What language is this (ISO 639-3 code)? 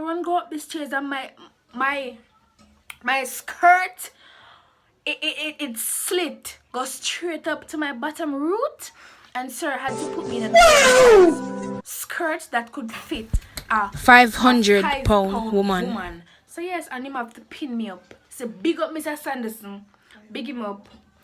jam